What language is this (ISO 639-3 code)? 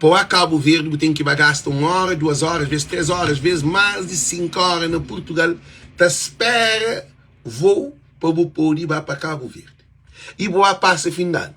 kea